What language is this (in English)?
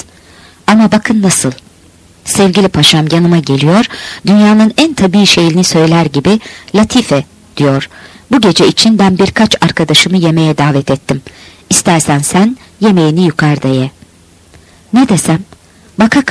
Turkish